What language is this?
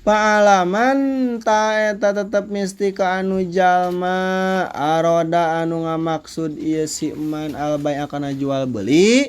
Sundanese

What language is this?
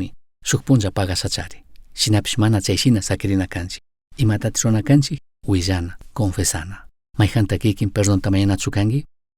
Chimborazo Highland Quichua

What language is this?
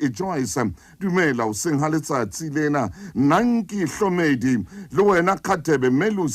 Southern Sotho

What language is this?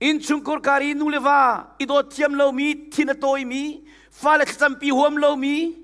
Hakha Chin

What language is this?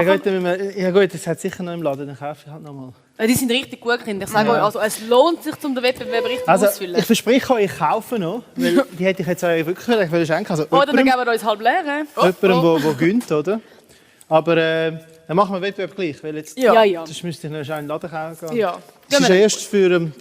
Swiss German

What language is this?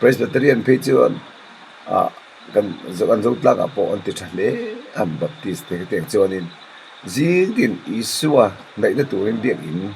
Mizo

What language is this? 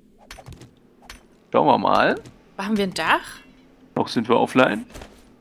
German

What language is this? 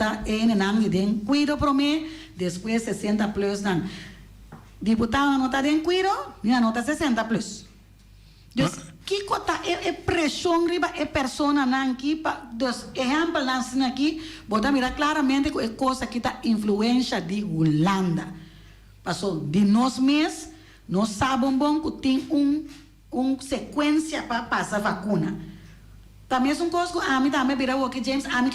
Papiamento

